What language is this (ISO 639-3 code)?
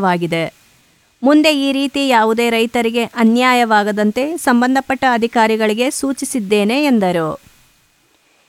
kan